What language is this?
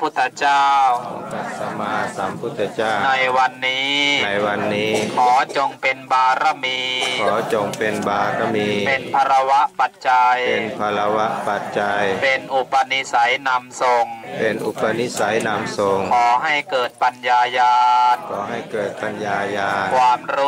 Thai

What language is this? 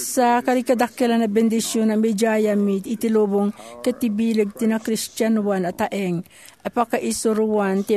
Iloko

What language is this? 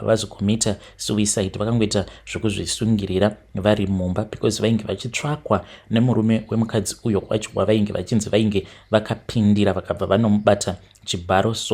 Shona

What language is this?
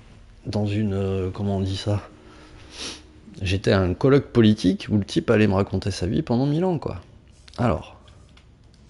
French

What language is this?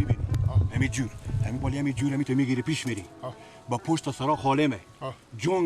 Persian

